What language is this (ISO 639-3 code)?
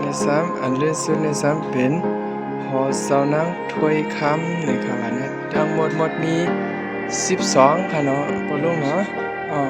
shn